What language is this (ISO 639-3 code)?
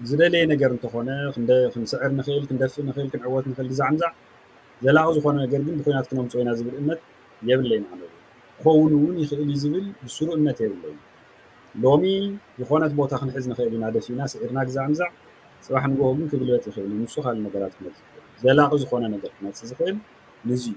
tir